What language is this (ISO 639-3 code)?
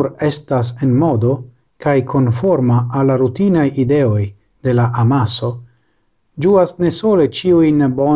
epo